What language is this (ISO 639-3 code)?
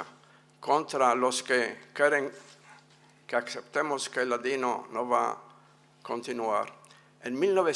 lad